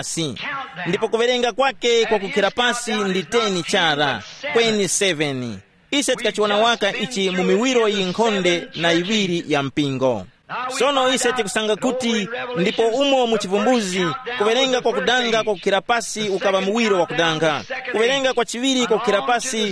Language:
Tumbuka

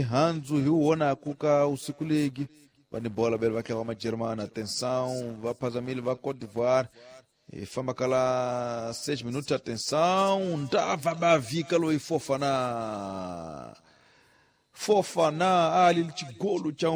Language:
Tsonga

